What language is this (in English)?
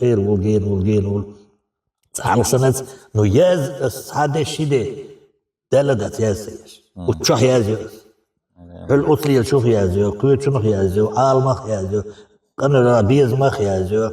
Chechen